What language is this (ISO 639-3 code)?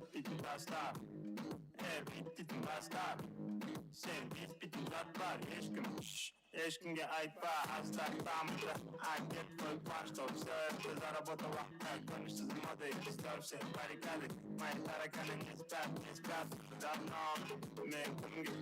kaa